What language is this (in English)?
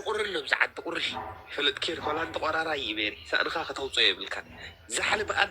Tigrinya